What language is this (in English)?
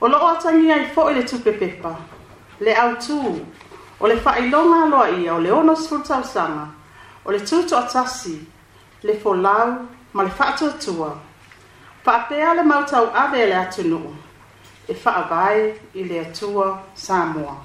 Samoan